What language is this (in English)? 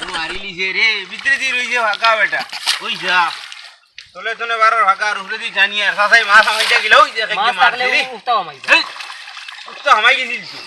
Sylheti